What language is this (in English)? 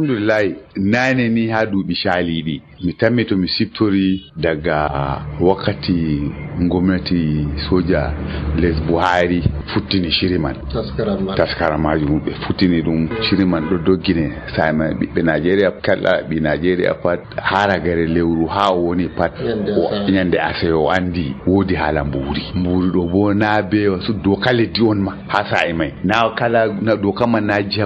Nigerian Fulfulde